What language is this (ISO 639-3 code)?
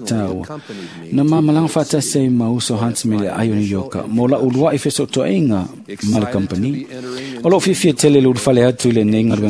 smo